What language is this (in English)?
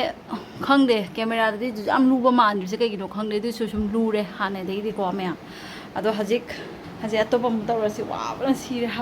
Manipuri